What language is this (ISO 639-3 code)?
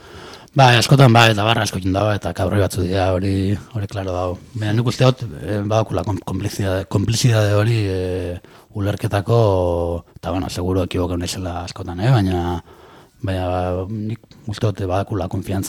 eus